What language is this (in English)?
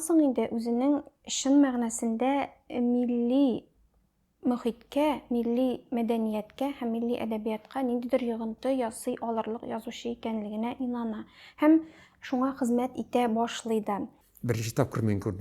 Tatar